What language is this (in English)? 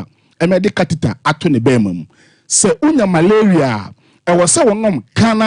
Akan